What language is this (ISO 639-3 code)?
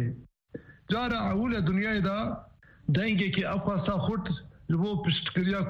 kur